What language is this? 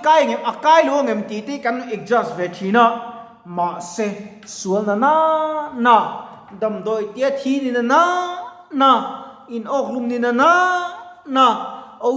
Mizo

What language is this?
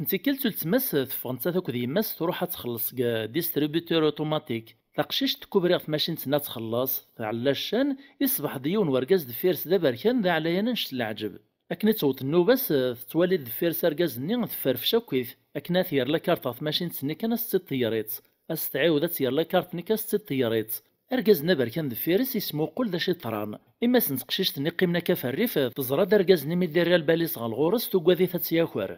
Kabyle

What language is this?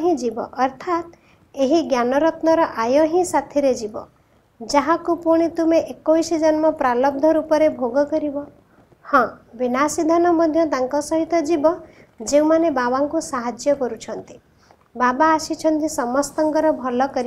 Odia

